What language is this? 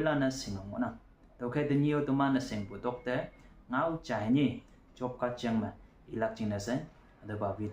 Konyak Naga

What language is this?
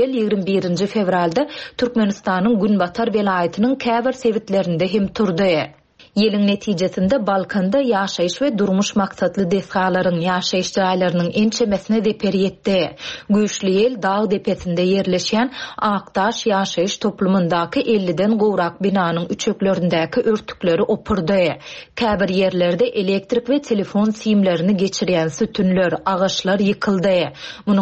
Turkmen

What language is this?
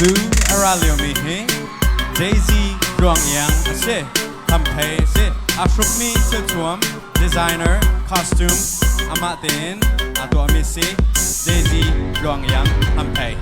Hakha Chin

